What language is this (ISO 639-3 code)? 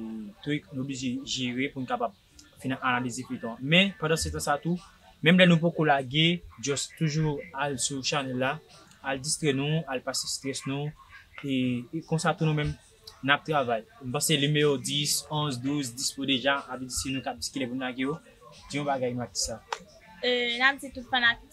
hat